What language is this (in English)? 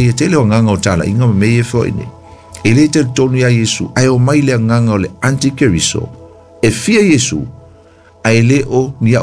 Samoan